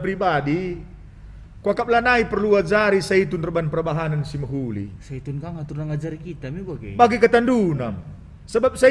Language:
Batak Karo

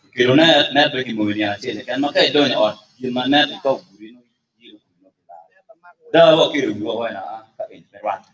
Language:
Acoli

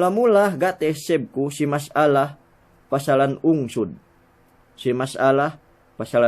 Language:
Yakan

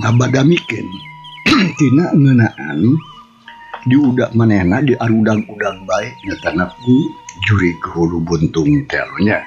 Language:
Sundanese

